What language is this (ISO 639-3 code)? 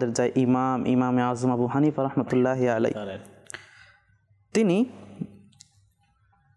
ben